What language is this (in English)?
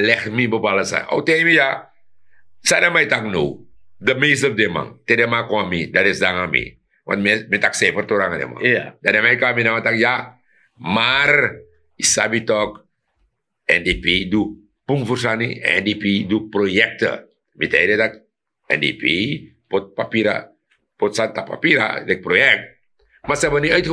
Sranan Tongo